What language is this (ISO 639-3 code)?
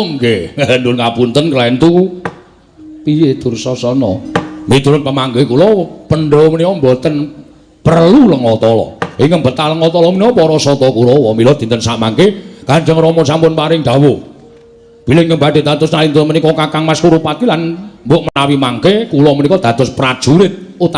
jav